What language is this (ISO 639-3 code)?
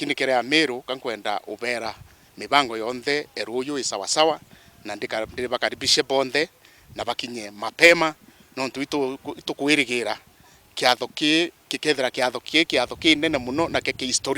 mer